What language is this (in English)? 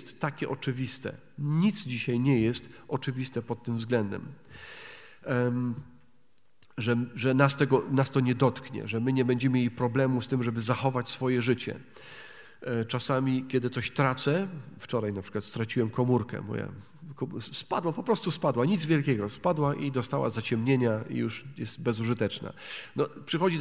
Polish